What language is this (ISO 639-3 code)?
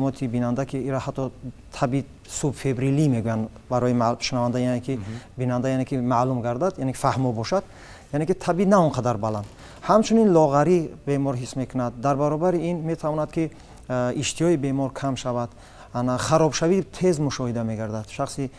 tgk